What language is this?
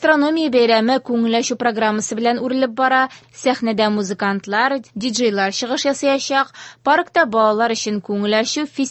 Tatar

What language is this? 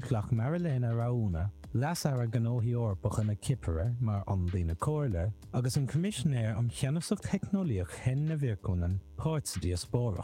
Irish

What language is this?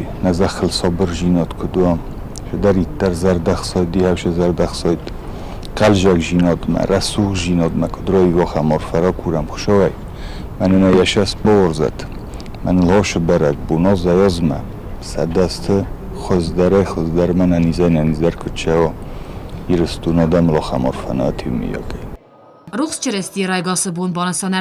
Ossetic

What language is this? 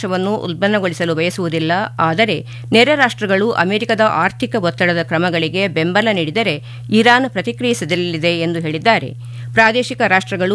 Kannada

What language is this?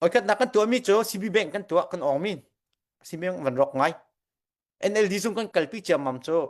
Hakha Chin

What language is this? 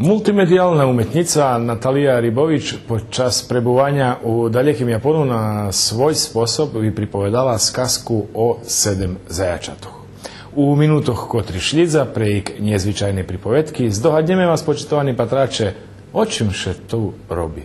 Rusyn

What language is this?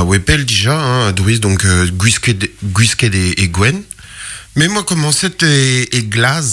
Breton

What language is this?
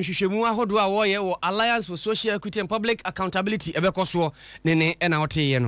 Akan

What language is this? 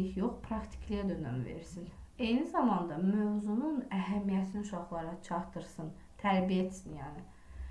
Azerbaijani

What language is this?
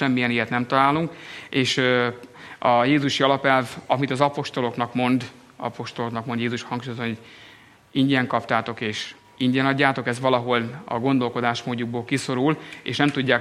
Hungarian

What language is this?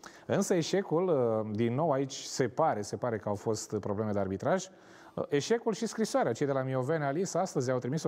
Romanian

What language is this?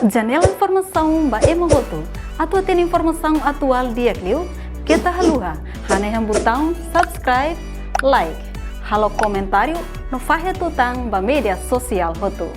Tetum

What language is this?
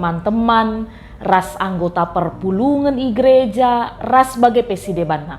Batak Karo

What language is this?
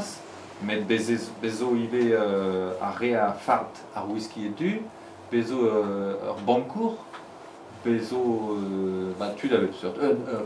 Breton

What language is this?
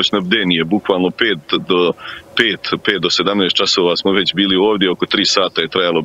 Bosnian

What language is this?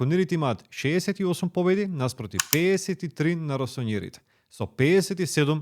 Macedonian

